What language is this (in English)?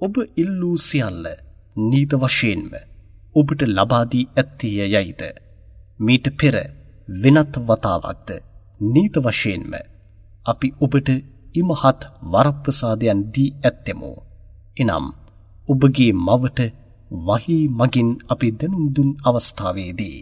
Sinhala